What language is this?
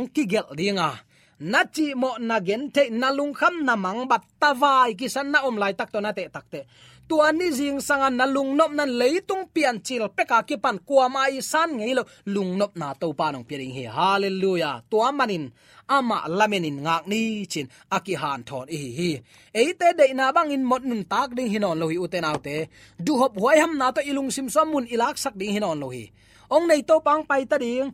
Tedim Chin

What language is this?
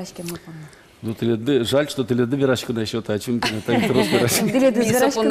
Udmurt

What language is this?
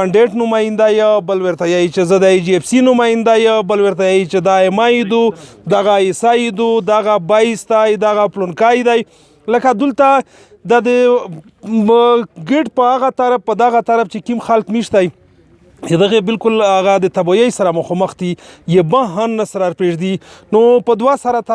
Pashto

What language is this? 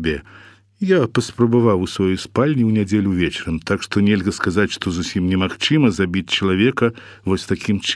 Belarusian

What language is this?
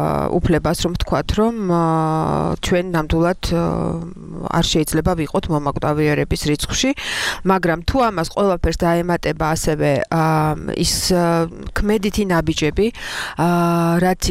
Georgian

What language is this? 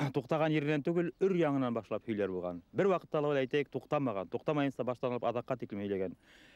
Bashkir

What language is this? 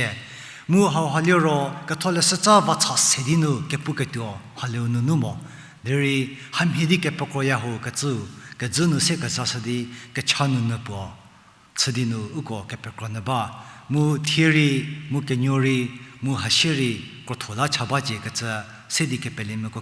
Angami Naga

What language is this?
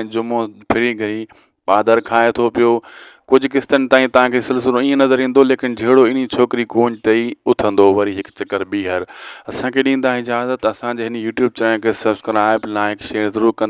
Sindhi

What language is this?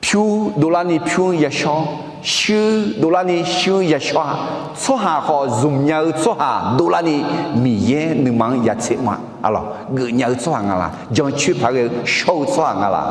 Akha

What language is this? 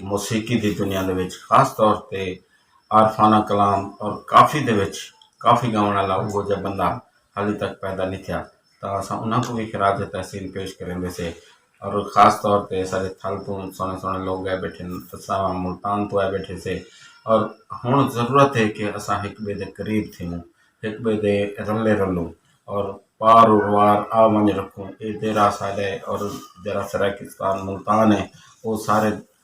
Saraiki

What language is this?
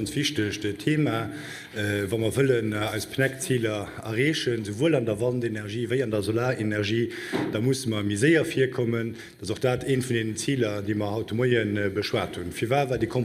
Luxembourgish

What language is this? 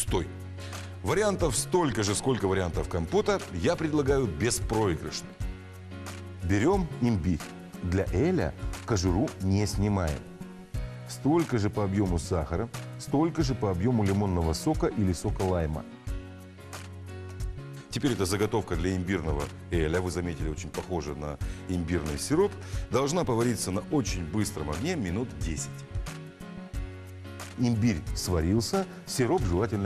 Russian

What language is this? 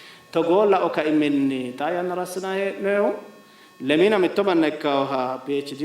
Sidamo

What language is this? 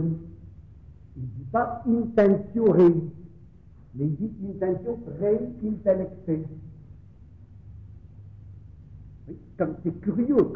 French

